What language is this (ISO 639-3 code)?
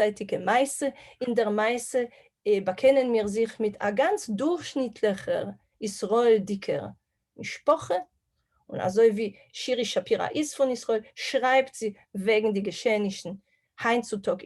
yid